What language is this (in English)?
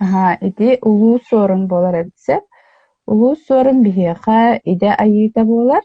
Yakut